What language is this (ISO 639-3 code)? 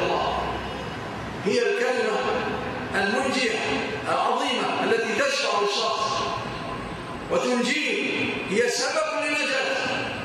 ara